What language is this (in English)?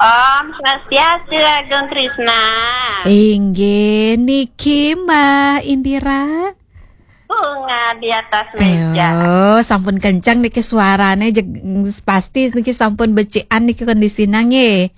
Balinese